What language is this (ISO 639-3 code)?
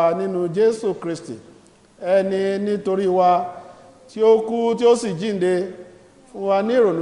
yor